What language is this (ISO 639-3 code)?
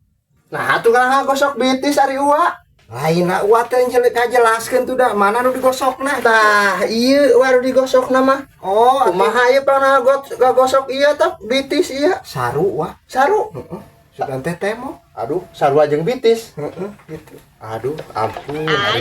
sun